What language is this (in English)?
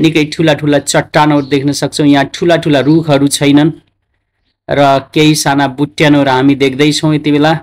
Nepali